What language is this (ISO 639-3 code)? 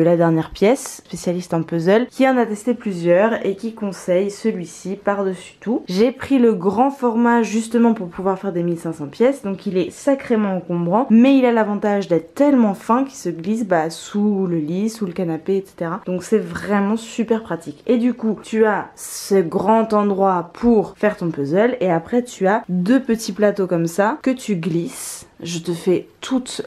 fra